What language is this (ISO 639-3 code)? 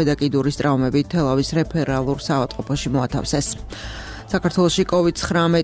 kat